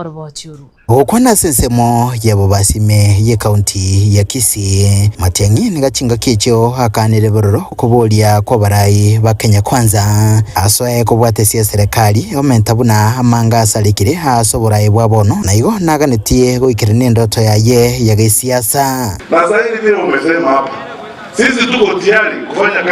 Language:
Gusii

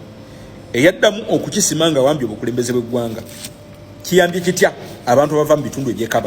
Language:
Ganda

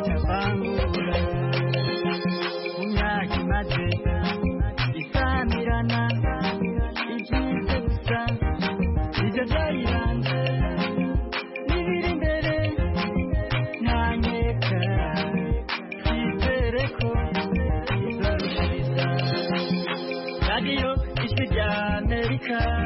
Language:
Kinyarwanda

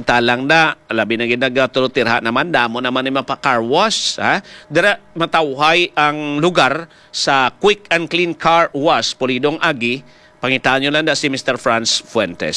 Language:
Hiligaynon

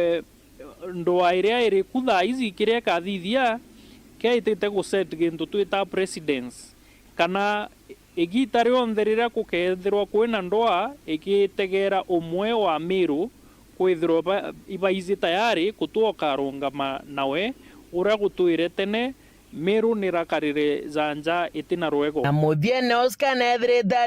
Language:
Meru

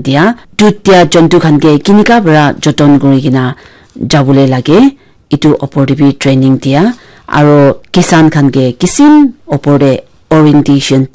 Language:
Naga Pidgin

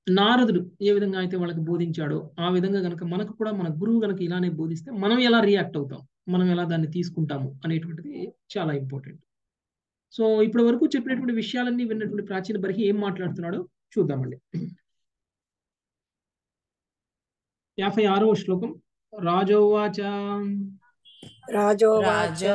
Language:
Telugu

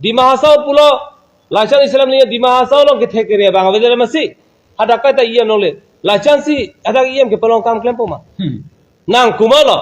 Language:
Karbi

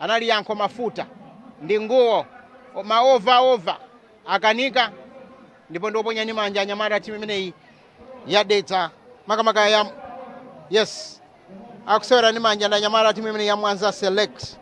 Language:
Nyanja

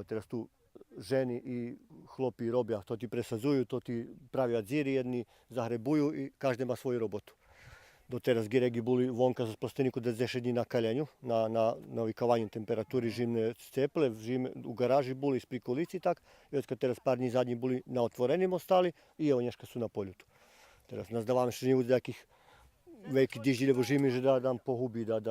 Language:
Rusyn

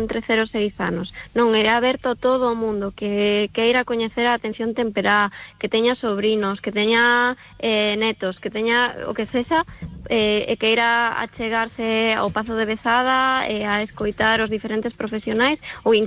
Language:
Galician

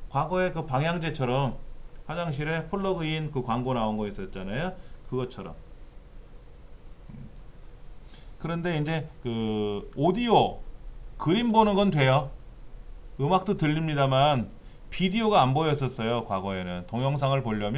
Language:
Korean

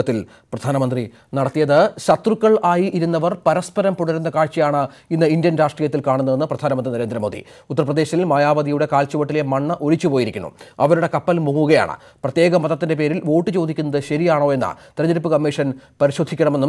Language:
Malayalam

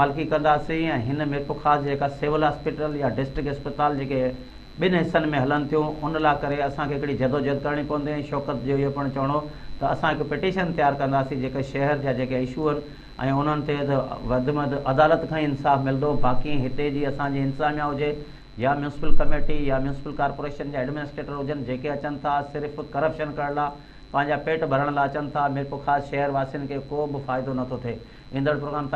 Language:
Sindhi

